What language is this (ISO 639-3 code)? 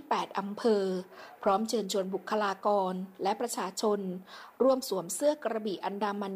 tha